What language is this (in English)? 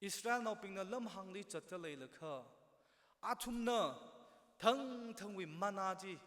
Tangkhul Naga (India)